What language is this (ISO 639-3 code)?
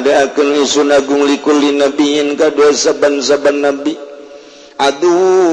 sun